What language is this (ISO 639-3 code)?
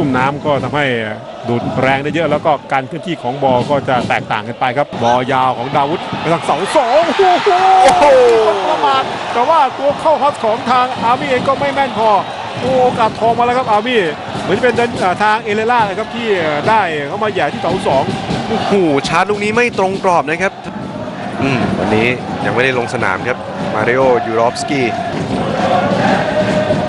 tha